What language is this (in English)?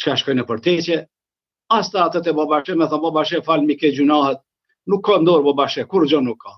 Albanian